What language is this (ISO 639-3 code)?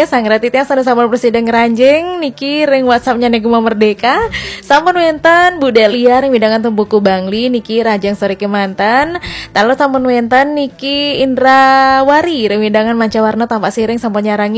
ban